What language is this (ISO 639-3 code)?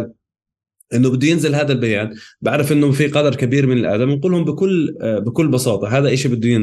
apc